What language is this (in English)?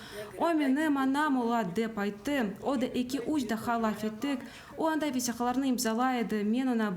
Crimean Tatar